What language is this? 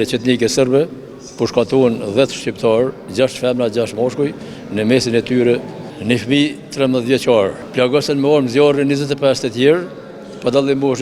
Albanian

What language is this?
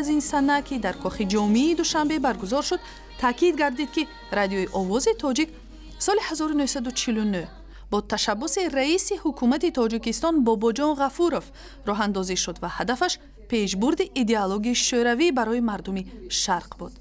Tajik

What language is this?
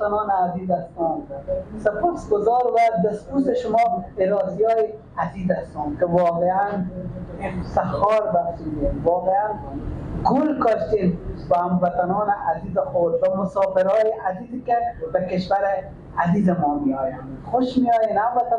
Persian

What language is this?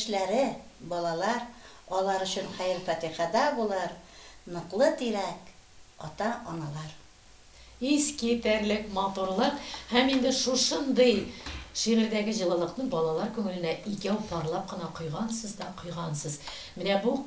Tatar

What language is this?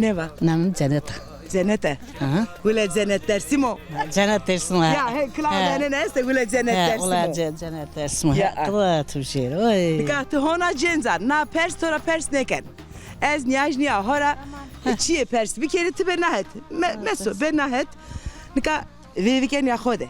Zaza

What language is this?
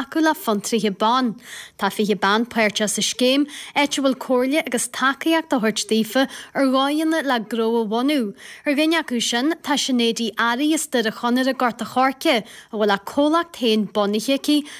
Irish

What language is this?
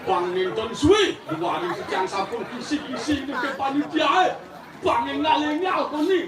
Balinese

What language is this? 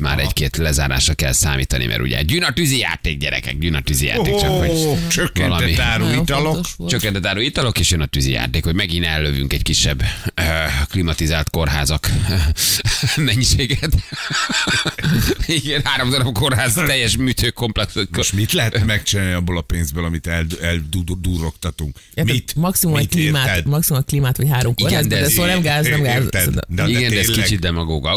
Hungarian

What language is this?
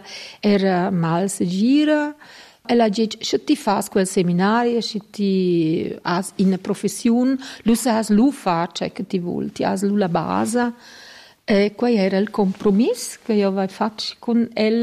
Romansh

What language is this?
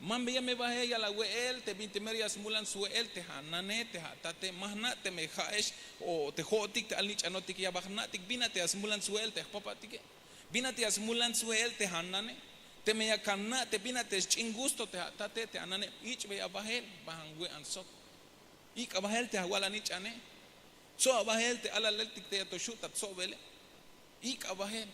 Tzeltal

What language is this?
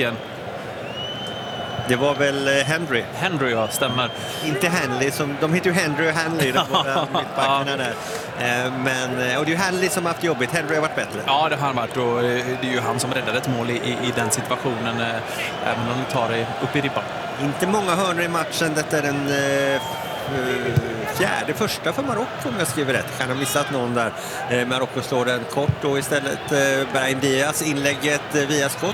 Swedish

